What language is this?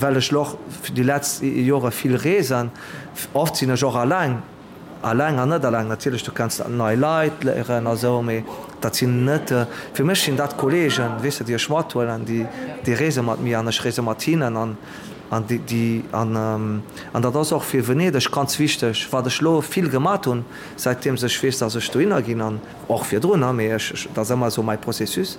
Luxembourgish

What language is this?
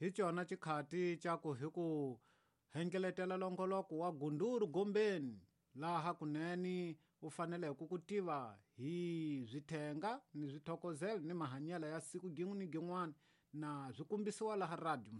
Tsonga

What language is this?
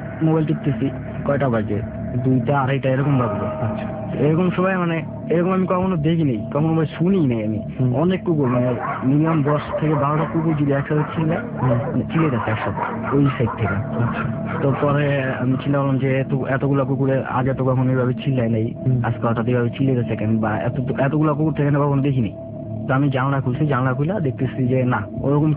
Bangla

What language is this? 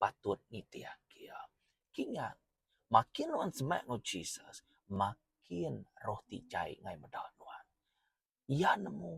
Iban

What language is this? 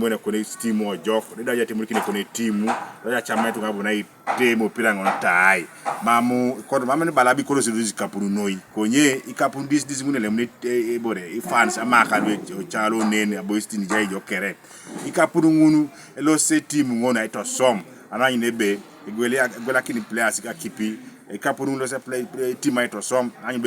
Teso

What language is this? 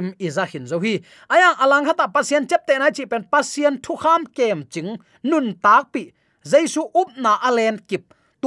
Tedim Chin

